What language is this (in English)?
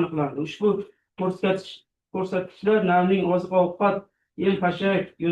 Uzbek